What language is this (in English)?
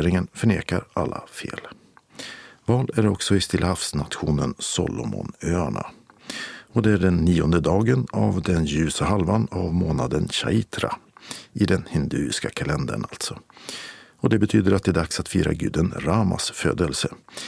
Swedish